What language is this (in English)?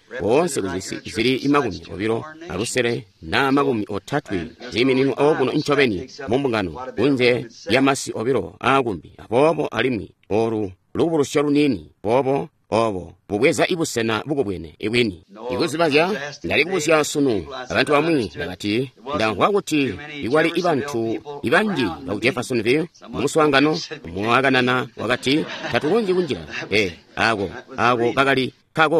Tonga (Zambia)